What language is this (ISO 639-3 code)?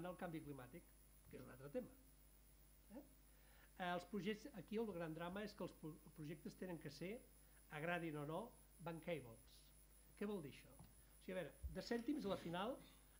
cat